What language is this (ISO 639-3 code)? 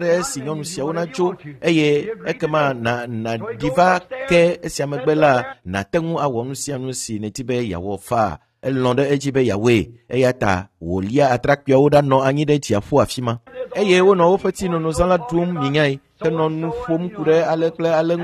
ewe